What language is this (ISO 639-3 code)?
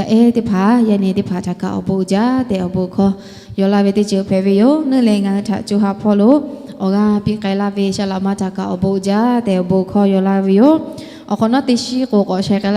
lhu